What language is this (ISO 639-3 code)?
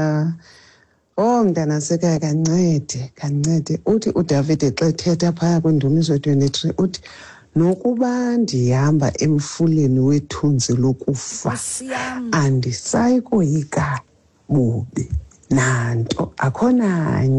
xho